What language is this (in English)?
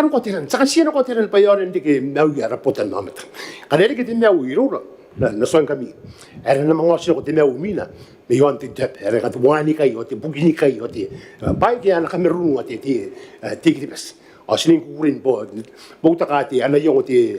Gilbertese